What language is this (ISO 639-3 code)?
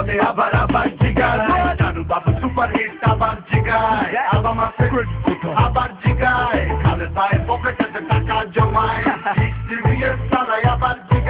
ben